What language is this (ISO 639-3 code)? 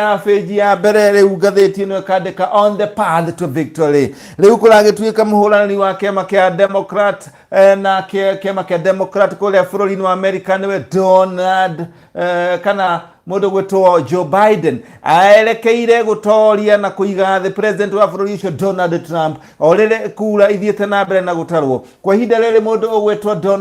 kik